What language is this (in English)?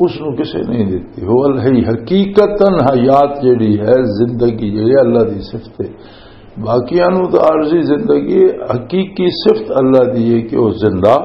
Western Panjabi